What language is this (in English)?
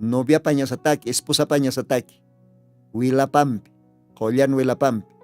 Aymara